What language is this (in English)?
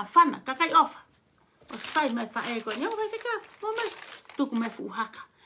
Tongan